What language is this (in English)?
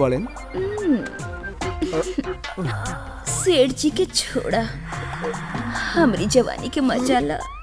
Bhojpuri